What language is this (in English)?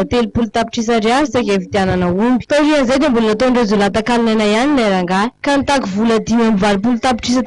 Malagasy